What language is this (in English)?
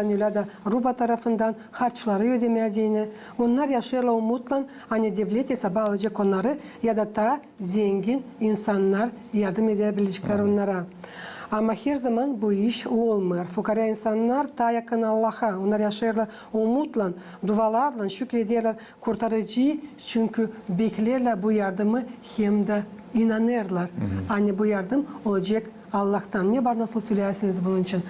Gagauz